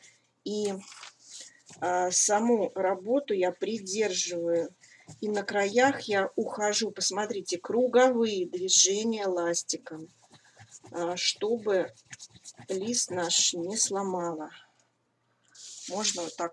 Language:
Russian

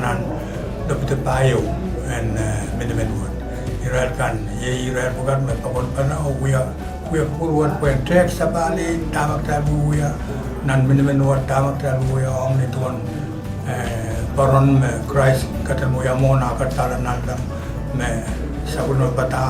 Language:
Pohnpeian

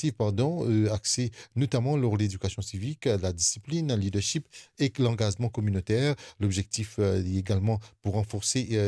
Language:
Morisyen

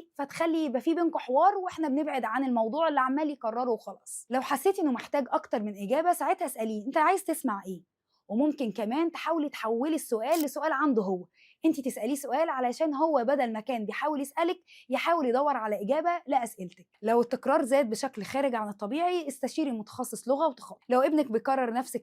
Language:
Egyptian Arabic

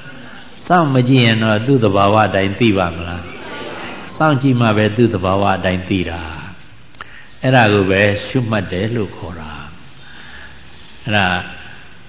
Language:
Burmese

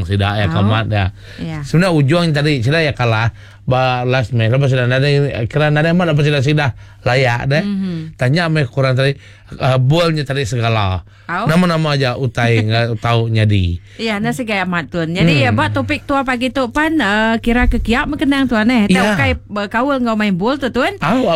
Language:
Iban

